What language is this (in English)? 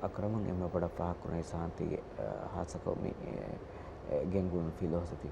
Divehi